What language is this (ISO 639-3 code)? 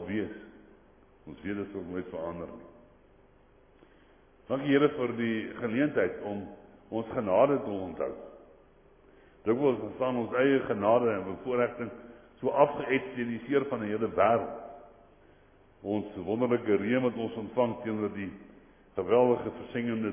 afr